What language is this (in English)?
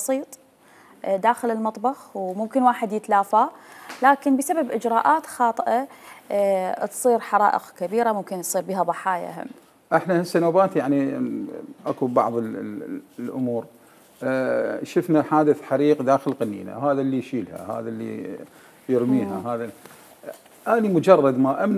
Mesopotamian Arabic